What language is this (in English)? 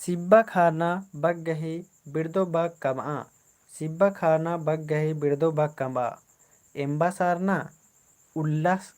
Kurukh